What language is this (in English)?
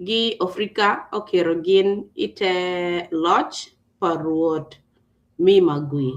Acoli